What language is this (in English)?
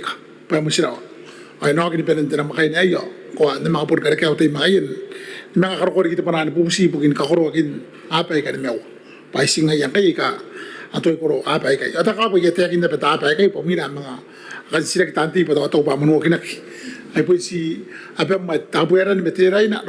Gilbertese